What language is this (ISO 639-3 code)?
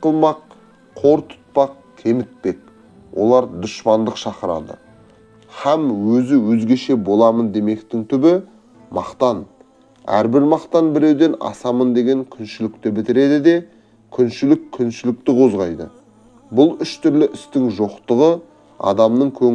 kaz